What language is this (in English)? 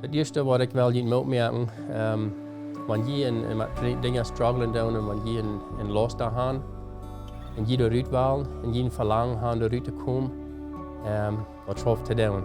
Plautdietsch